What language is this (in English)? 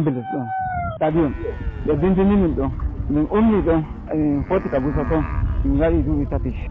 Fula